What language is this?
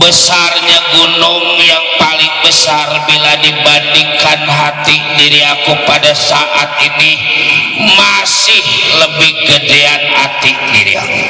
Betawi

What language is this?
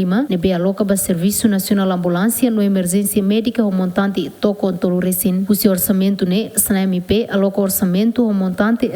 Tetum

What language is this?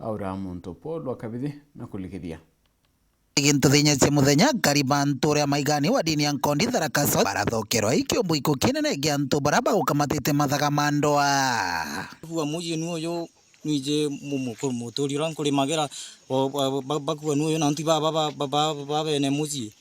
Meru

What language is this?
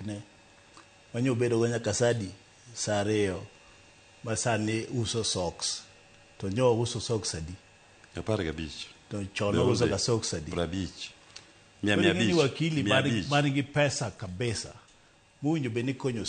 Luo (Kenya and Tanzania)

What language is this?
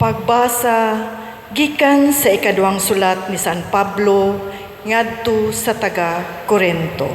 Cebuano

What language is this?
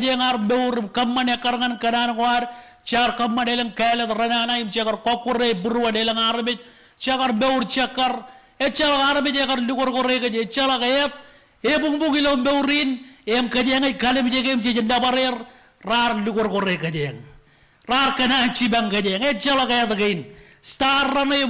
Marshallese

